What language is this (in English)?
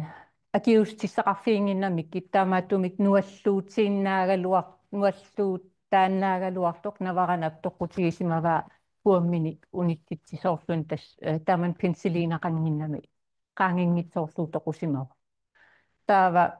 Kalaallisut